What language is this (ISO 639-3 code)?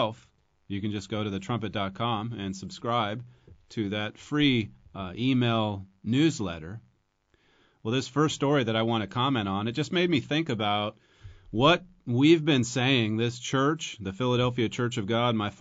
eng